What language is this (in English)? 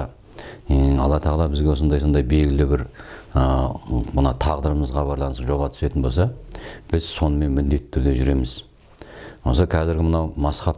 Kazakh